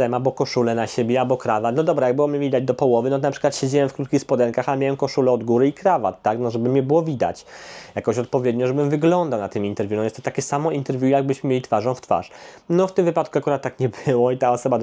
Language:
Polish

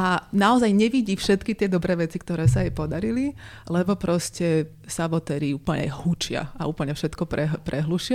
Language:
Slovak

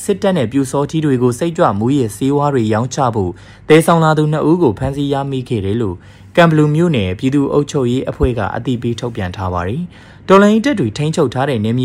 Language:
Burmese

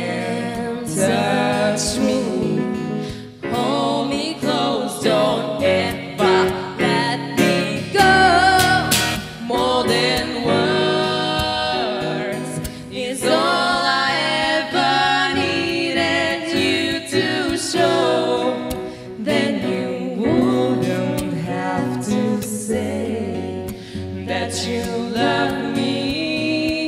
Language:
English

